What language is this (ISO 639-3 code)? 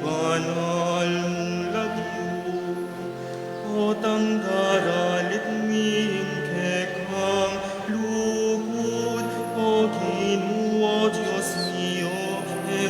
pam